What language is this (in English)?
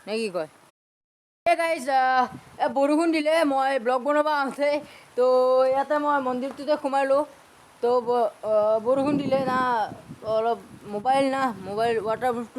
Assamese